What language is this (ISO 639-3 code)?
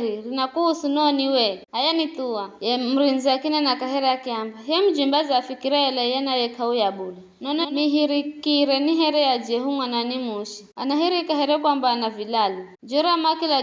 nyf